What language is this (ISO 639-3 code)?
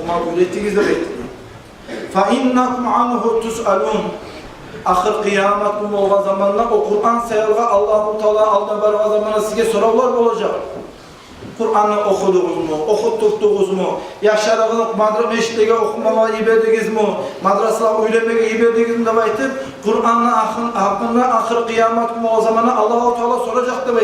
kum